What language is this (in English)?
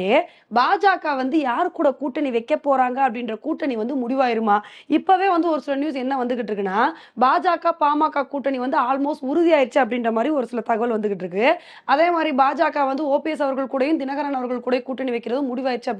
Tamil